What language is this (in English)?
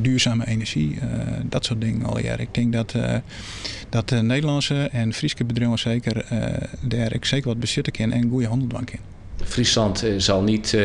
Western Frisian